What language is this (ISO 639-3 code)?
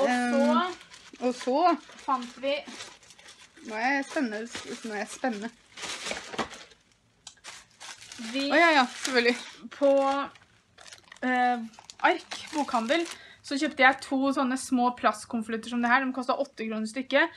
nor